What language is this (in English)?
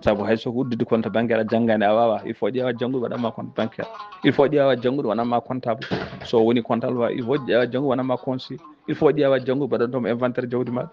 Fula